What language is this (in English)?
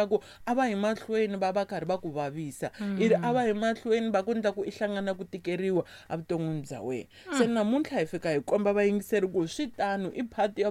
Tsonga